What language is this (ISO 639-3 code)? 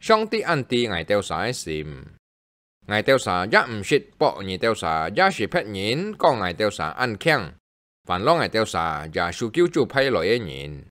hak